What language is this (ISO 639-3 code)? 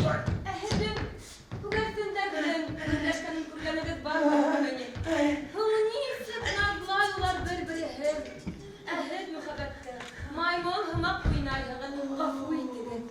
bak